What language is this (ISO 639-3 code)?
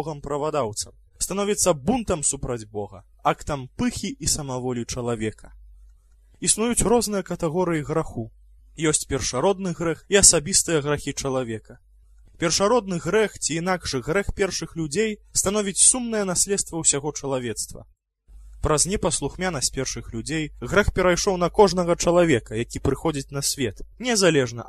bel